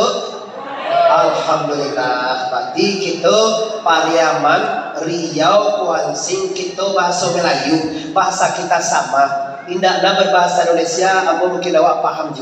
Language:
Minangkabau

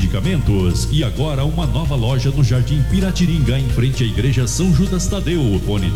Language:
Portuguese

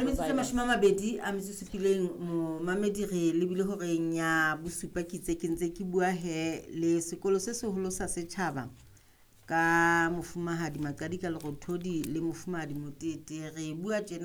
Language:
Southern Sotho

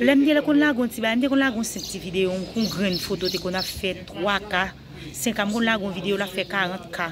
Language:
Haitian Creole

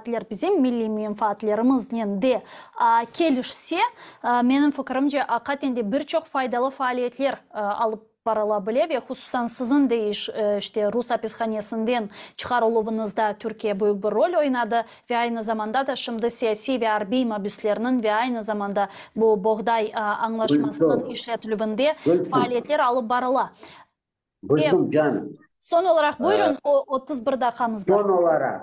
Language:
Crimean Tatar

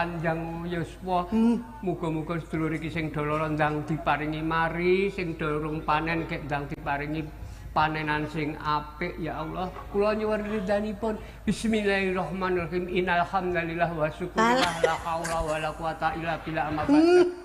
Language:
Javanese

